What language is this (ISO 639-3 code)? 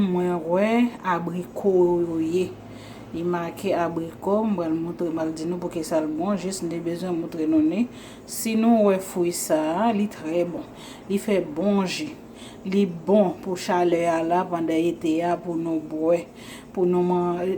hat